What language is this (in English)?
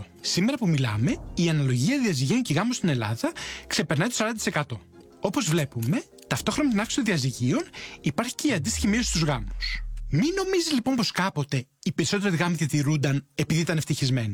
Greek